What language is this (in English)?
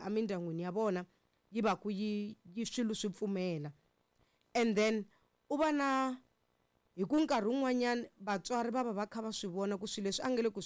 Tsonga